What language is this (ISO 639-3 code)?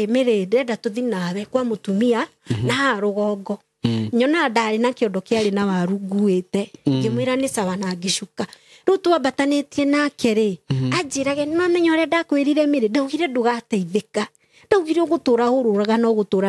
kik